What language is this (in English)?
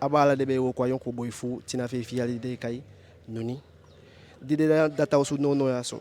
Eastern Maroon Creole